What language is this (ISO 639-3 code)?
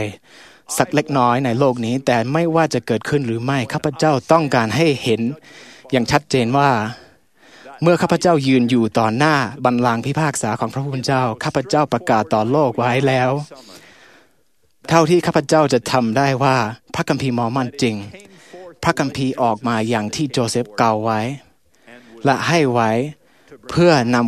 tha